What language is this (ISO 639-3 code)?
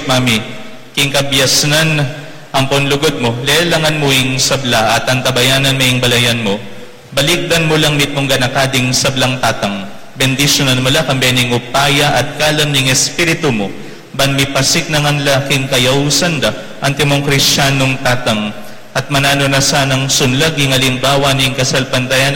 pam